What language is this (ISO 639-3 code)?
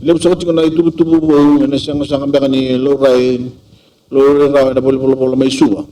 fij